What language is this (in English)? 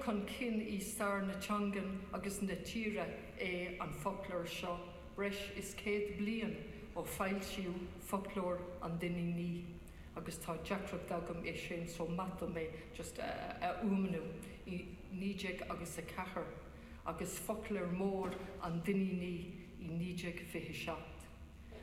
Irish